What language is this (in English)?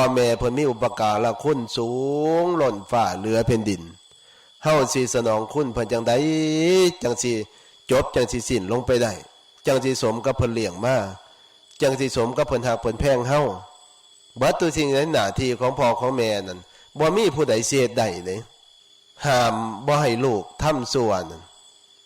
Northeastern Thai